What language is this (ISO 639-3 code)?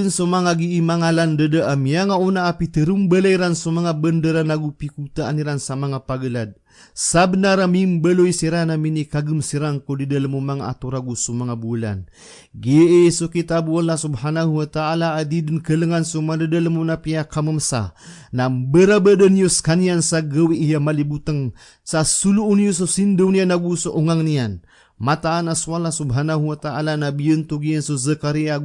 mrw